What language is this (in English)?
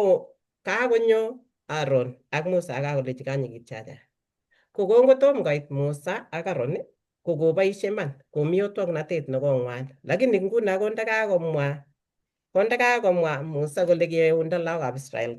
Kalenjin